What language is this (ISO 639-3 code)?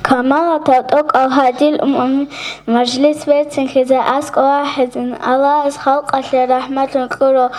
ava